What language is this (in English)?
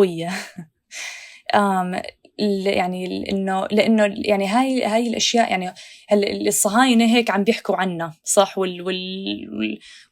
North Levantine Arabic